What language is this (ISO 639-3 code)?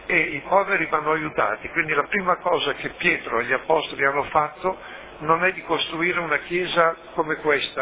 ita